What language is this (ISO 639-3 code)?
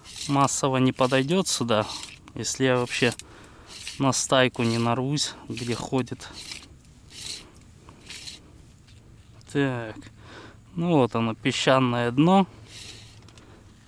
rus